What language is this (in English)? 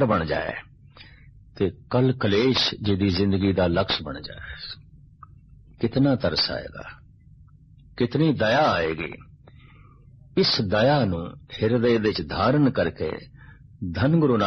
Punjabi